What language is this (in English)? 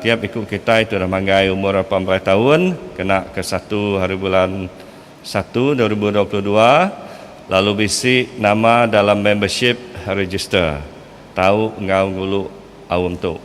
Iban